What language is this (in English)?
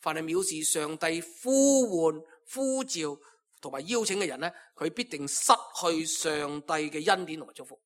Cantonese